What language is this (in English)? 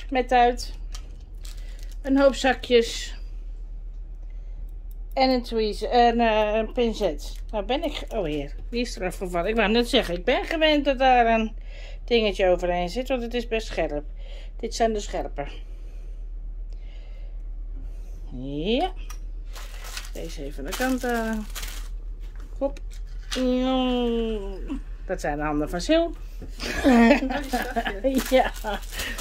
Dutch